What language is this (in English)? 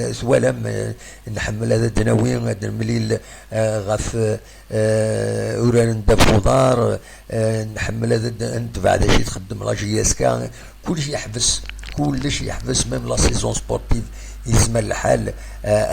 Kabyle